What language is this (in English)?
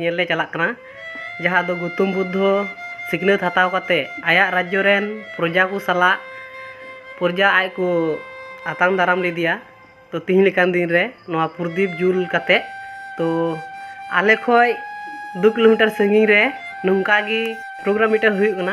Santali